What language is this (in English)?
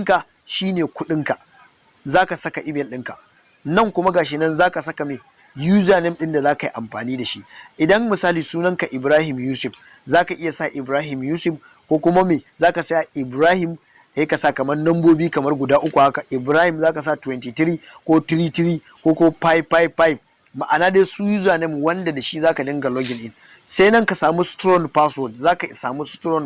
Hausa